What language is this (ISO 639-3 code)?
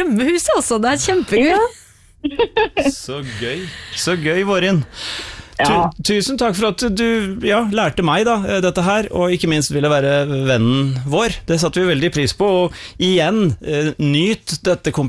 nor